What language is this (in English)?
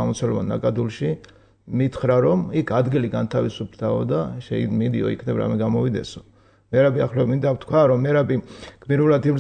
Georgian